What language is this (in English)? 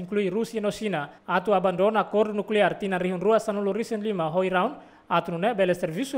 Tetum